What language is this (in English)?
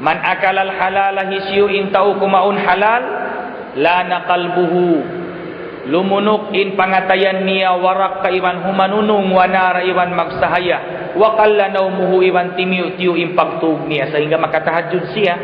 Tausug